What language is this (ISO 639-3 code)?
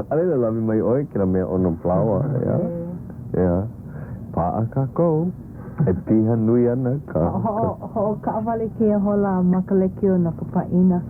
haw